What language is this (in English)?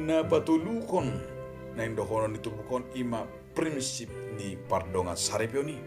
Batak Toba